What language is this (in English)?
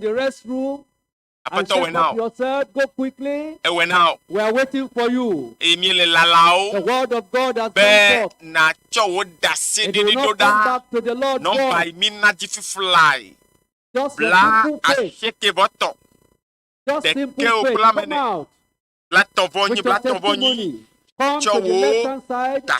Ewe